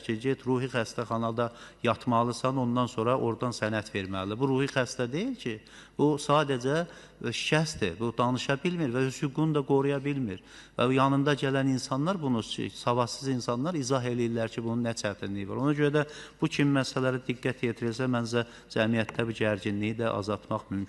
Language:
Azerbaijani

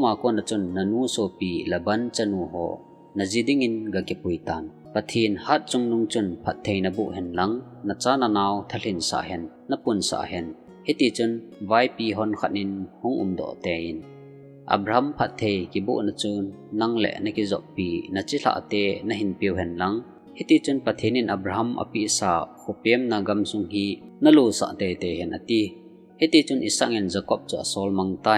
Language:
Thado Chin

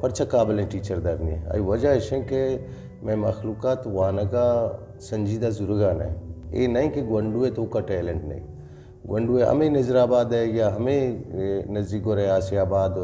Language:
Eastern Balochi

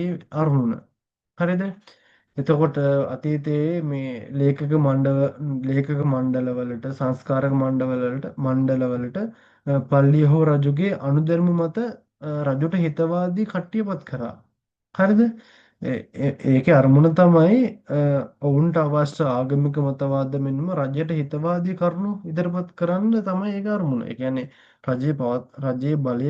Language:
Sinhala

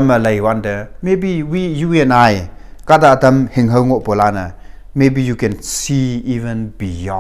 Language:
Konyak Naga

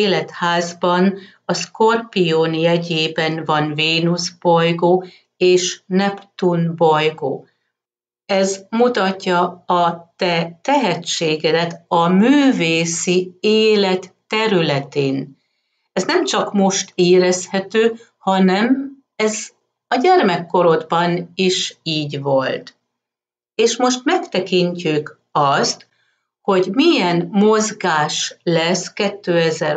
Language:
Hungarian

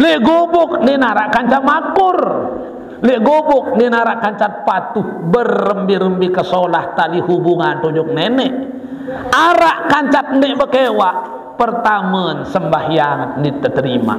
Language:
Sasak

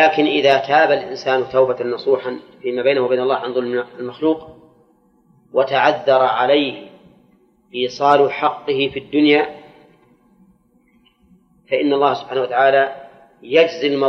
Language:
Arabic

